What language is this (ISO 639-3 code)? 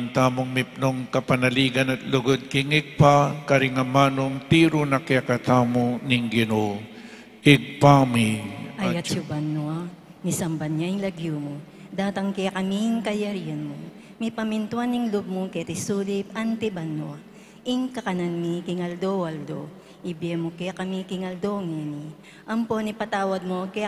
pam